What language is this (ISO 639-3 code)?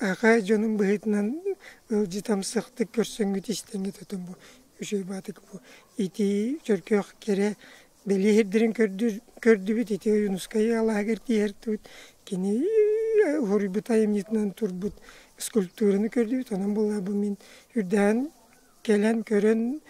sah